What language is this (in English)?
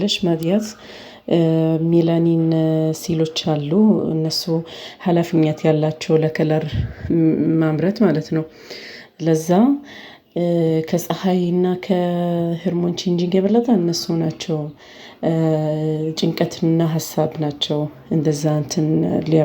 Amharic